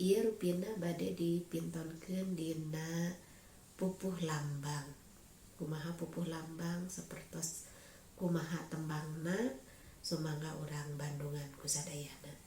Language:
Sundanese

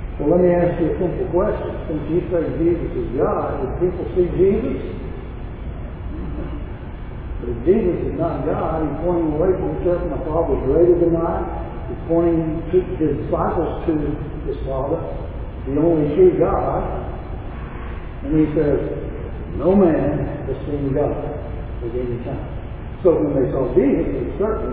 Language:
English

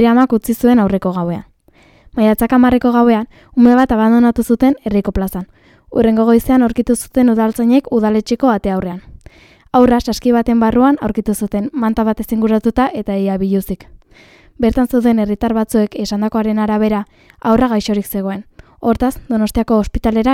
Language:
Basque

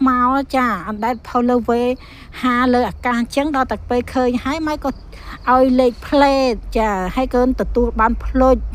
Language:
Khmer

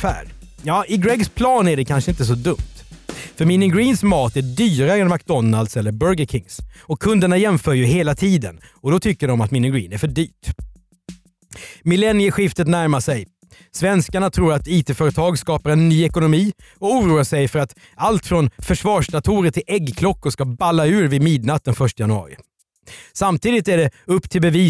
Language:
Swedish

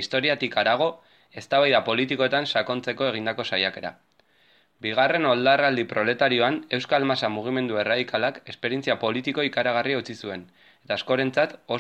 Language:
Basque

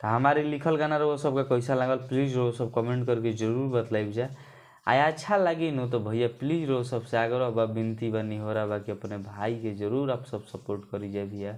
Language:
Bhojpuri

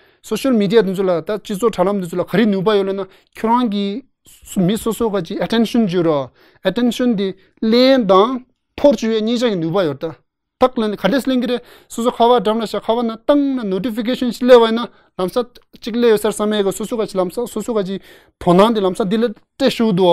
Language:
Tibetan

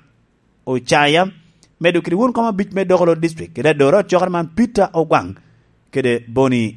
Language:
Lango (Uganda)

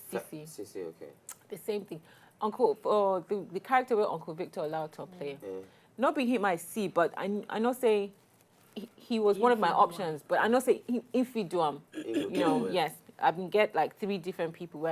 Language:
Nigerian Pidgin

